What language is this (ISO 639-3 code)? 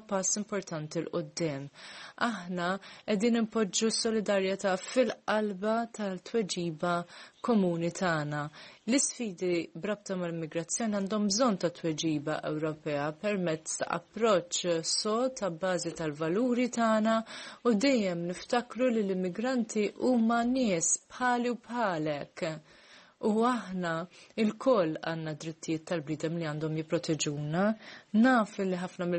mlt